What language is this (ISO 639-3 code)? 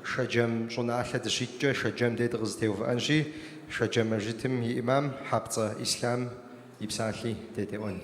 kbd